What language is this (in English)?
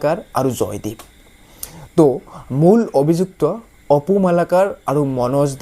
Assamese